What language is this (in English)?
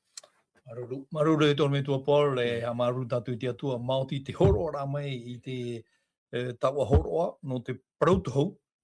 Tahitian